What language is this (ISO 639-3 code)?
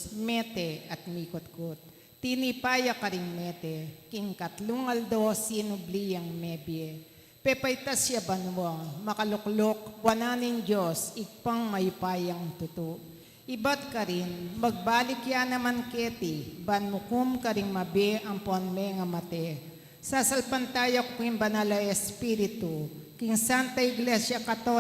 pam